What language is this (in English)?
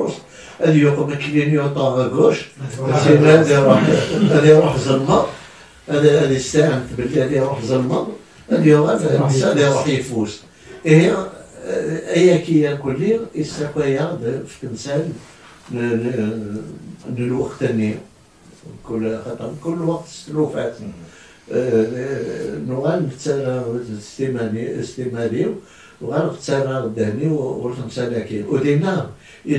Kabyle